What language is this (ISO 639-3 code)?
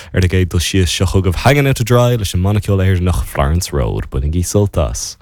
gle